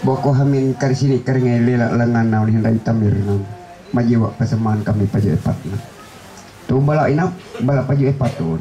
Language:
Ma'anyan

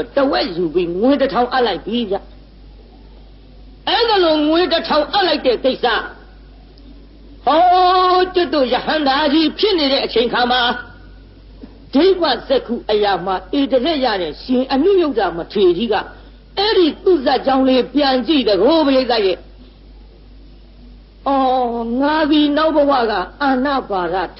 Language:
Burmese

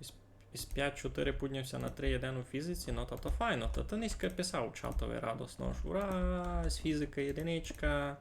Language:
Rusyn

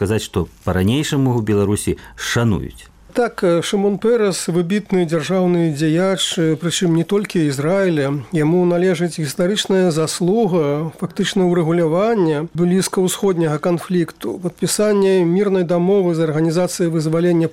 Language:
Belarusian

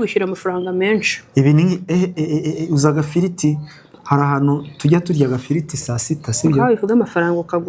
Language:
Kinyarwanda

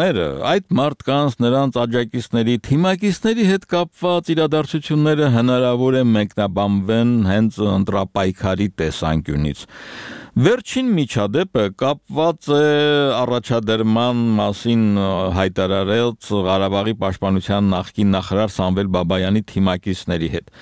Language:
Armenian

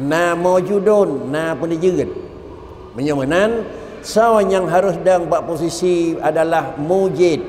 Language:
Achinese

